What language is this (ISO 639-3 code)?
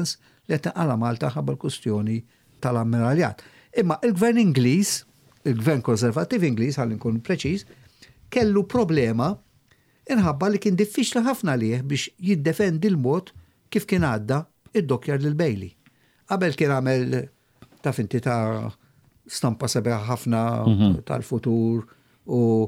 mlt